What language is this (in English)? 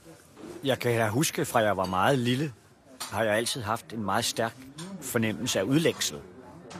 Danish